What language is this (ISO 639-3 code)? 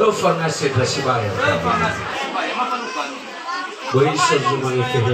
nia